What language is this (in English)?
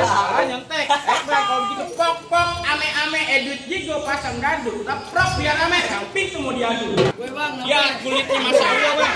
Betawi